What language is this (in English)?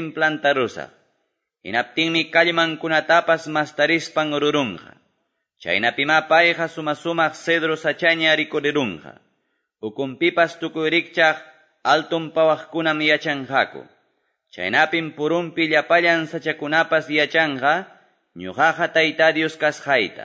Quechua